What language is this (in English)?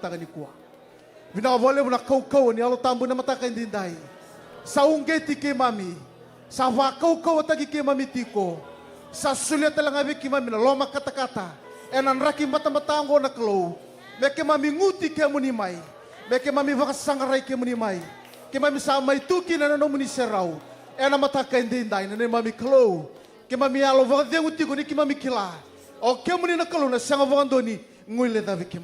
Fijian